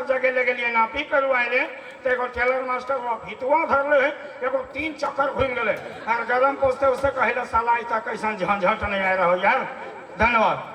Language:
Sadri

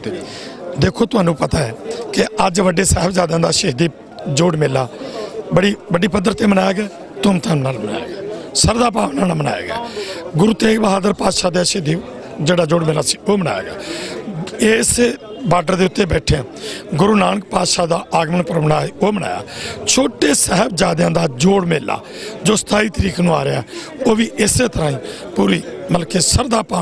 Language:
Punjabi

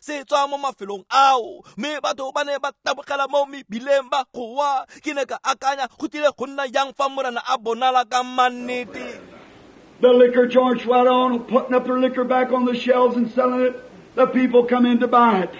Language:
Tswana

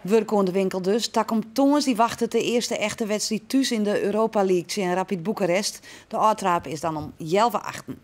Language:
Western Frisian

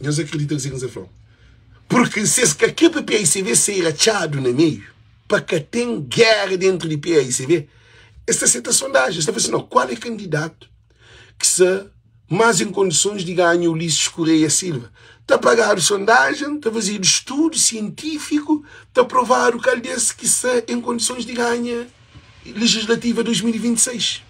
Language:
Kabuverdianu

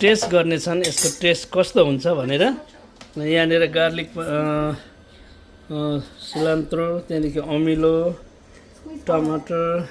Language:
Nepali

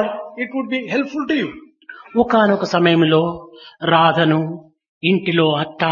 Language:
Telugu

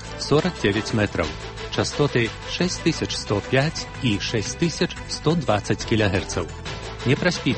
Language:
Belarusian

